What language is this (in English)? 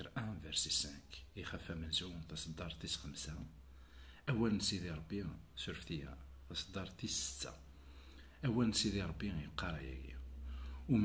Kabyle